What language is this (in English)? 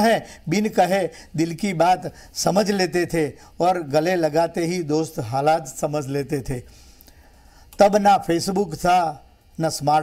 Gujarati